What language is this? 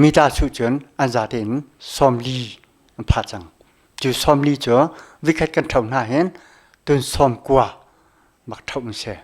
Hakha Chin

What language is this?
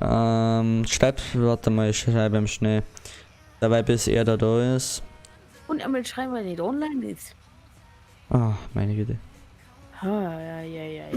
Bavarian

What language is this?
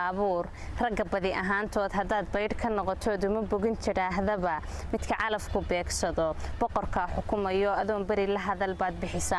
Somali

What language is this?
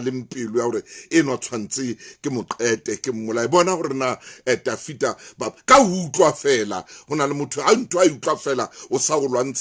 Southern Sotho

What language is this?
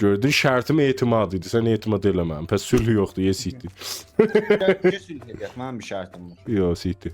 South Azerbaijani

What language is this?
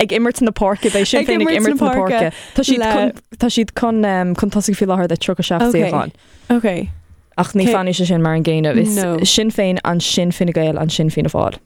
Irish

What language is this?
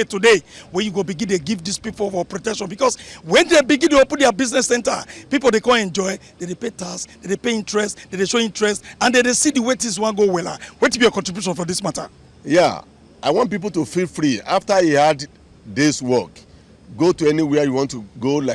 Nigerian Pidgin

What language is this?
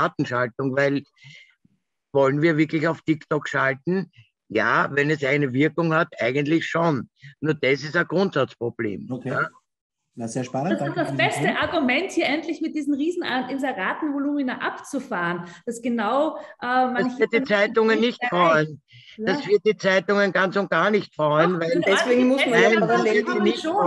German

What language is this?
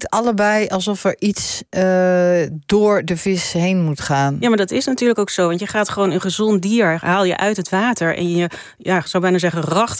Dutch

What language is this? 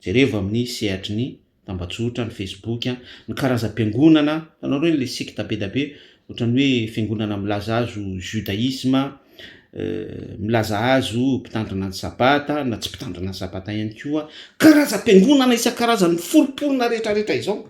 Malagasy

